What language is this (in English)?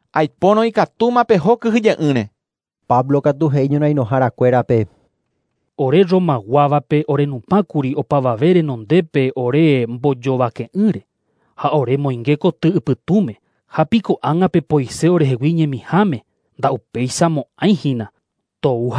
Guarani